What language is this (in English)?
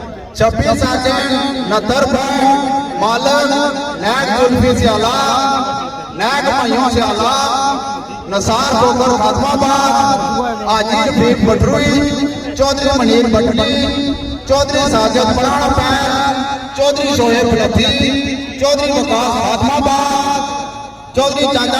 Pahari-Potwari